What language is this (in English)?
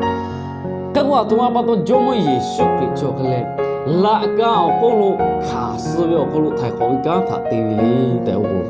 Lahu